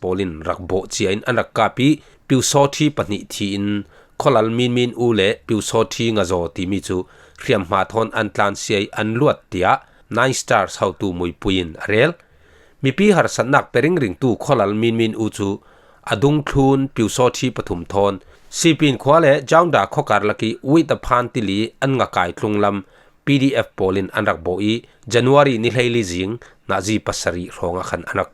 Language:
Falam Chin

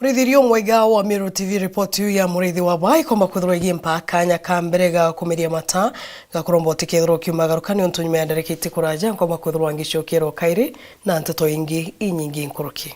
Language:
Meru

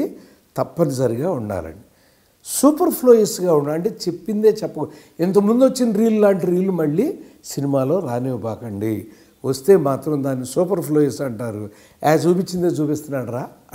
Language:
Telugu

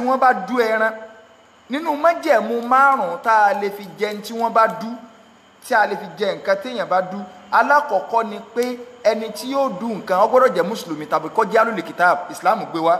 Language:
Yoruba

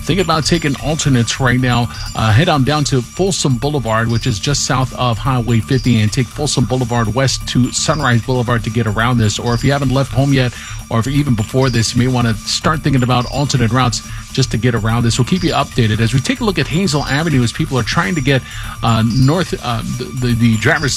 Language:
English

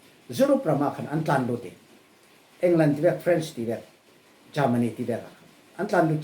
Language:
Falam Chin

